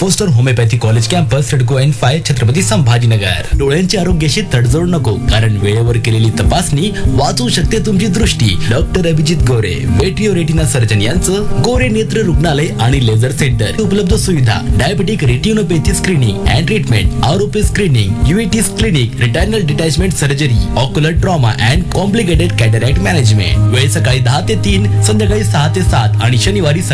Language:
Marathi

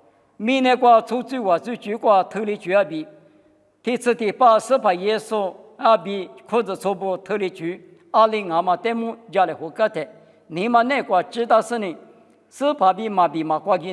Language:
Lisu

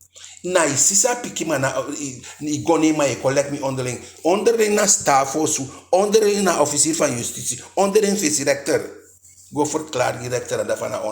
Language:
Eastern Maroon Creole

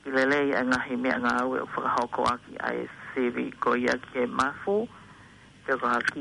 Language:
Tongan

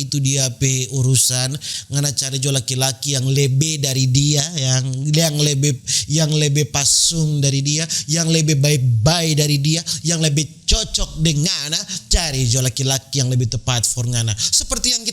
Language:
Manado Malay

